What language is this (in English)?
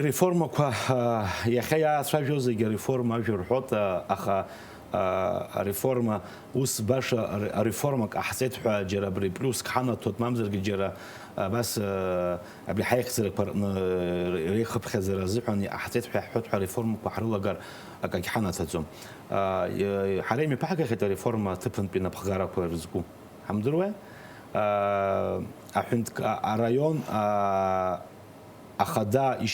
Abkhazian